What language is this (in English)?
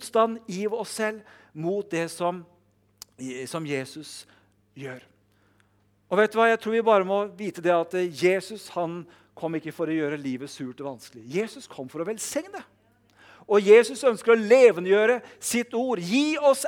Norwegian